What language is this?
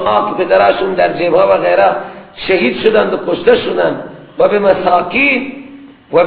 Persian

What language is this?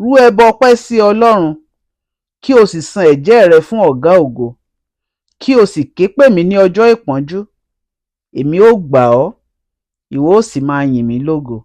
Yoruba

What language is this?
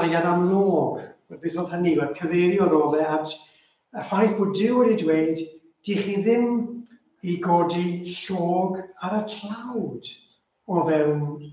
Welsh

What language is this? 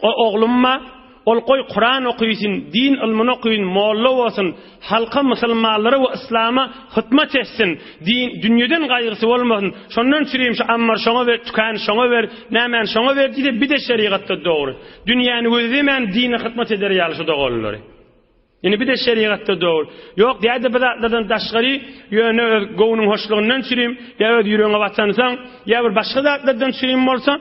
Turkmen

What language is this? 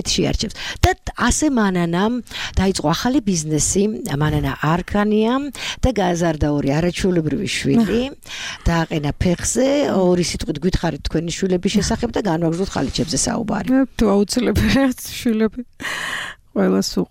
Georgian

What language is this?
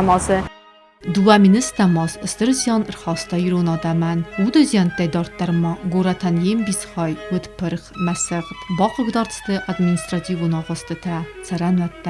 Ossetic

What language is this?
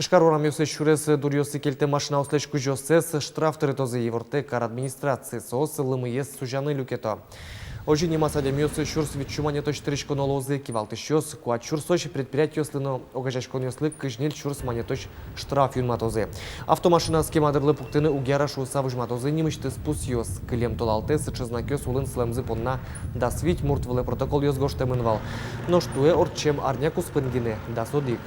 Udmurt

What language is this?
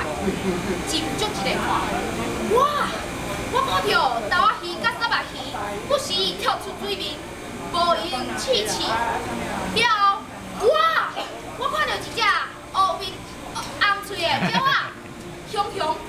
Min Nan Chinese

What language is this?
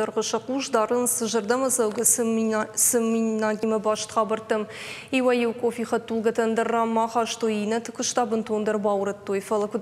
Ossetic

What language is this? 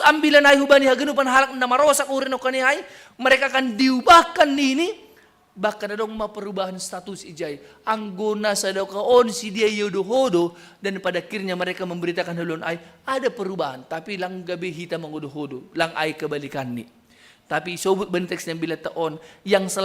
Batak Simalungun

